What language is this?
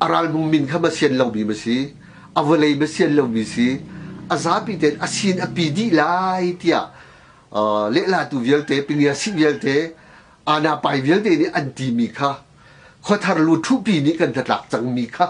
Hakha Chin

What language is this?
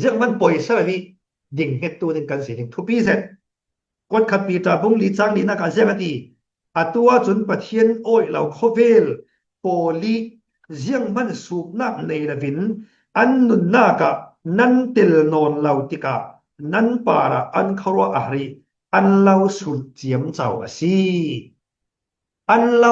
Falam Chin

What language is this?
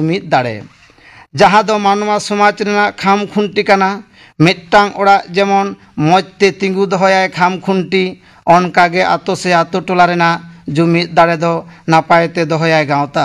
Santali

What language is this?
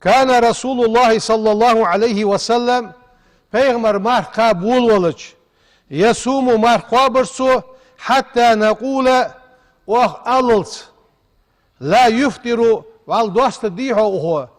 Ingush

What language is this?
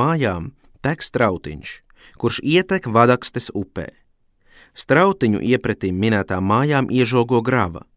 Latvian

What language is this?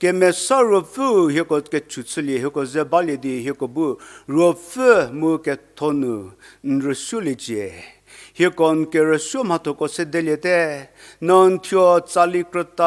Angami Naga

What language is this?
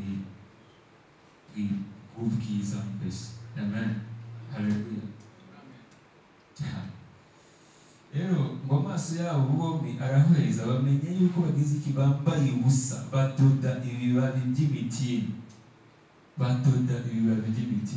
Kinyarwanda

